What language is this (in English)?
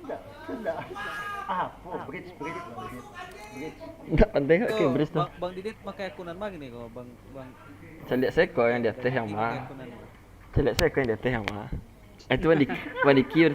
Minangkabau